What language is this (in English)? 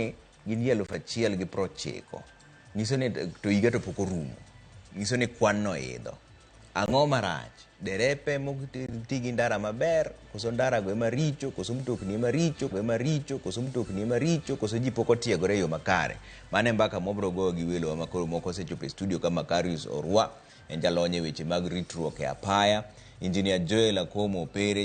Luo (Kenya and Tanzania)